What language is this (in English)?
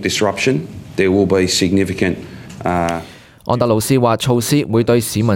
Cantonese